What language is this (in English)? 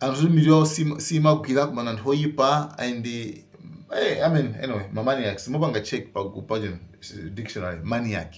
Nyanja